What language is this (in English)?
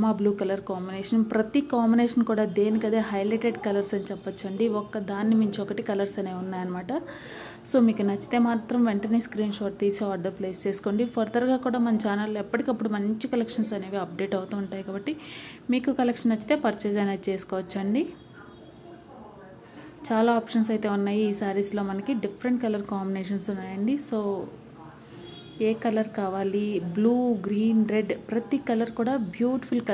Telugu